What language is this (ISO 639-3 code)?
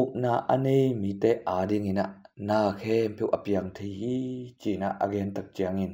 ctd